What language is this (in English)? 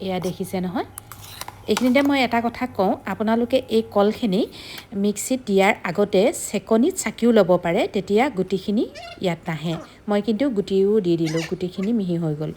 Assamese